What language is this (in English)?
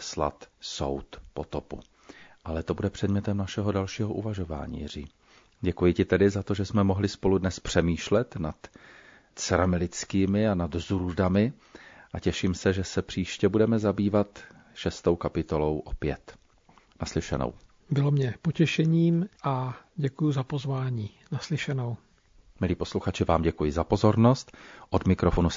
Czech